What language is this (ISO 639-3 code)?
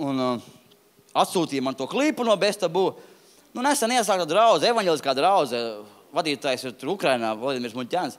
lav